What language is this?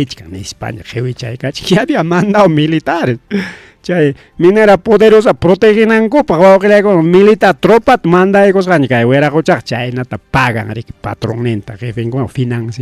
Ayacucho Quechua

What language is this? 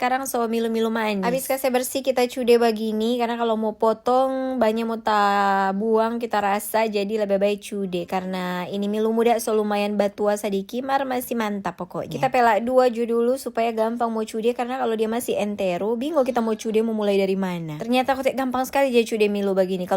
Manado Malay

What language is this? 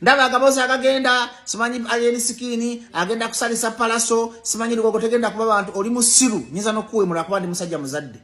Ganda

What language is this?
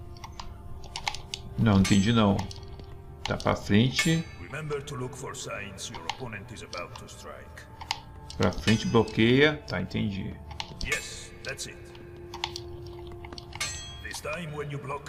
Portuguese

